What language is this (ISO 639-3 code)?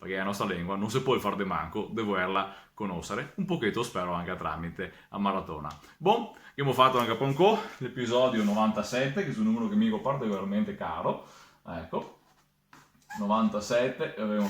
vec